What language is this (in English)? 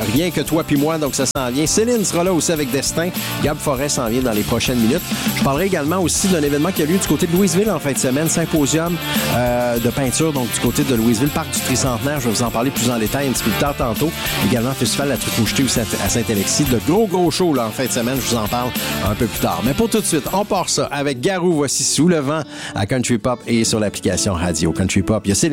French